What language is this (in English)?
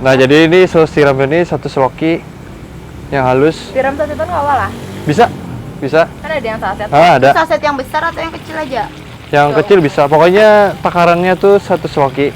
Banjar